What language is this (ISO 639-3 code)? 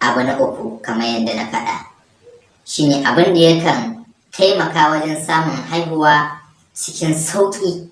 hau